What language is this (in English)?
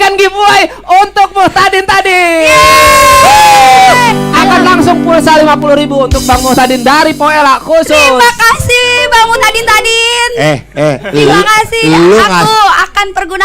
Betawi